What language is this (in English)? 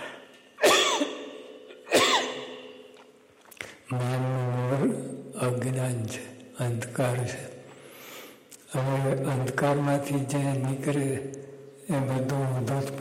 Gujarati